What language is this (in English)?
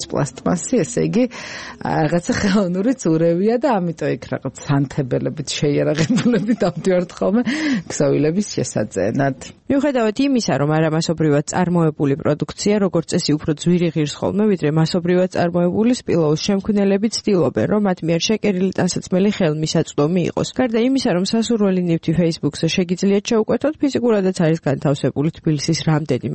Georgian